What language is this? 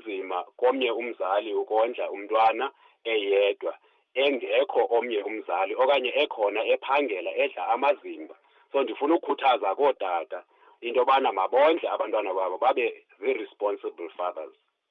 Xhosa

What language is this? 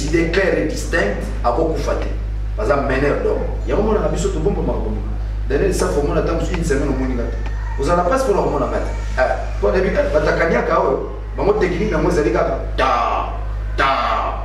Lingala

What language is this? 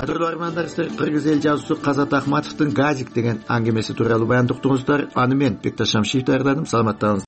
Kyrgyz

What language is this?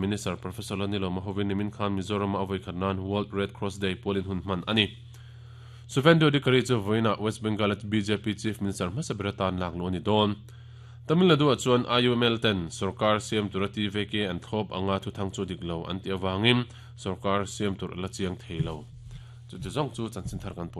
Mizo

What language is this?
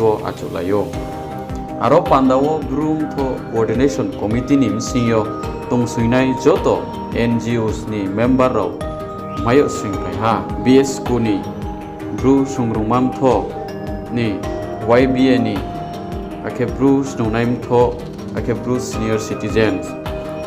Riang (India)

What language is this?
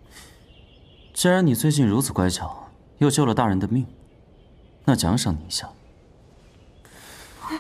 Chinese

